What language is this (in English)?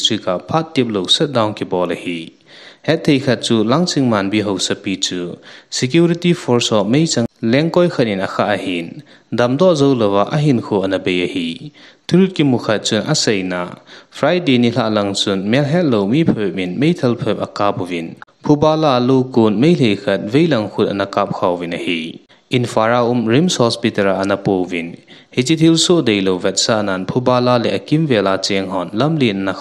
Thado Chin